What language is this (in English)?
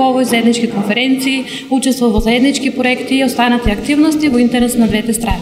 Macedonian